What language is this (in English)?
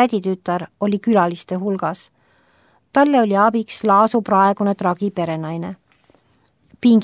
Estonian